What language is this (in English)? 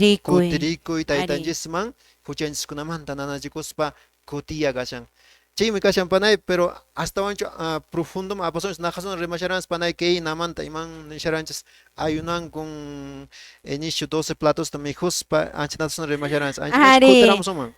Quechua